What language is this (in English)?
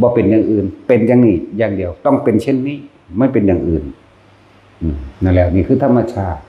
Northeastern Thai